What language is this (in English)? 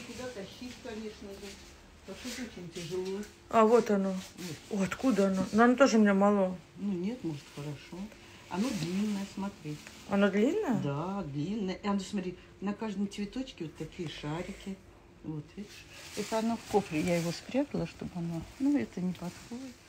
Russian